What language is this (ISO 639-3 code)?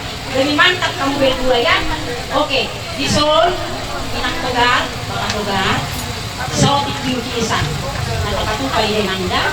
bbc